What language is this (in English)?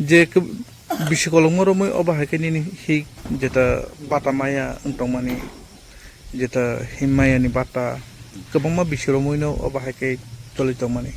Kok Borok